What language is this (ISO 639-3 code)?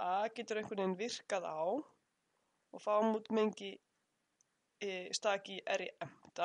isl